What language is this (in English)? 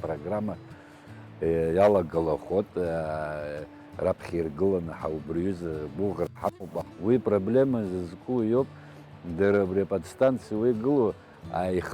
Abkhazian